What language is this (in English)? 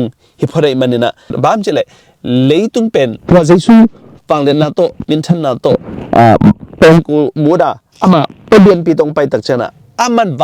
Tedim Chin